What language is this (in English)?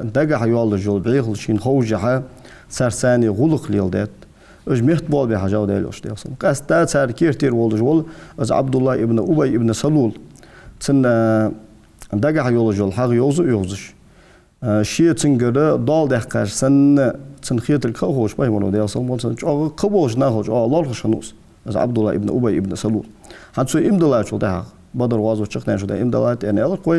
Ingush